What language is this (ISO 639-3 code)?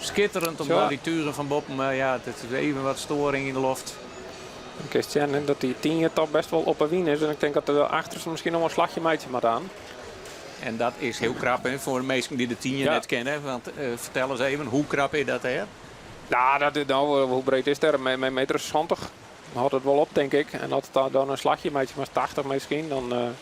fry